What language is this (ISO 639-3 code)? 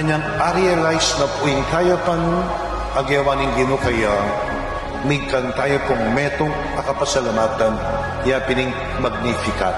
pam